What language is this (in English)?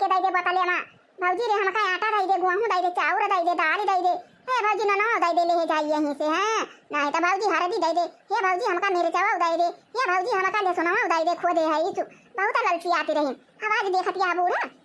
Awadhi